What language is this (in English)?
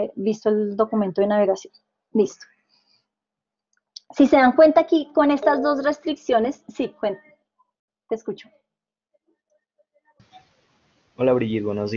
Spanish